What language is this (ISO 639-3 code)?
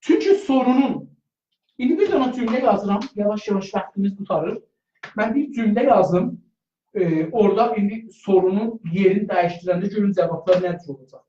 azb